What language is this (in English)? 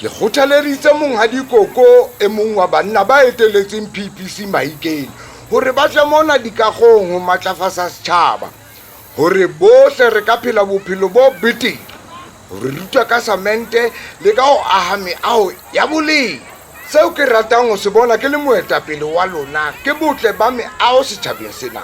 Southern Sotho